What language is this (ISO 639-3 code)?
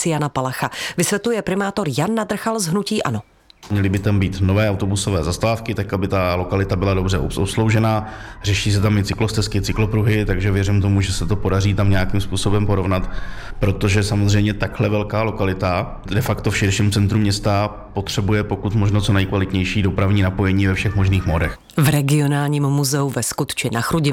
ces